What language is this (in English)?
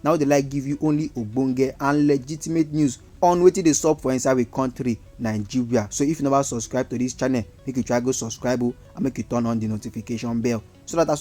Nigerian Pidgin